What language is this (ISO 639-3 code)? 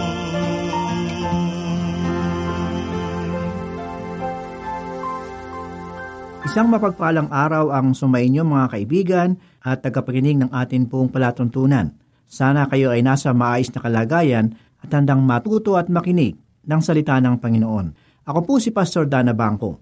fil